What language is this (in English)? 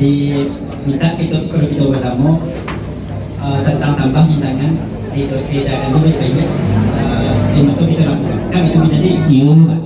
Minangkabau